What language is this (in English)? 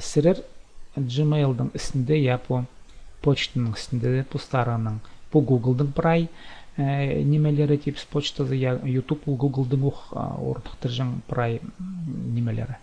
Khakas